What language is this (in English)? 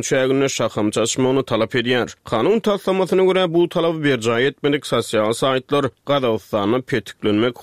Turkmen